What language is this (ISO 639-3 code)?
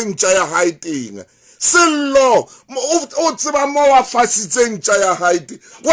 sot